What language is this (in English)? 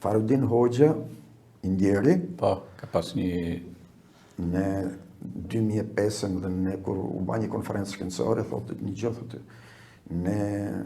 Albanian